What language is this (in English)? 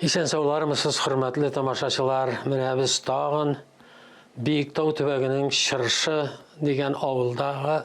Tatar